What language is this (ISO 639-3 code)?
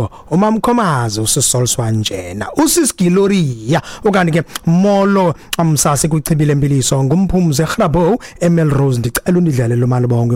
xho